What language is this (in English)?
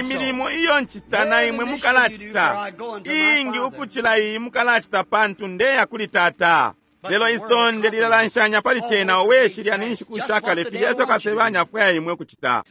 Bemba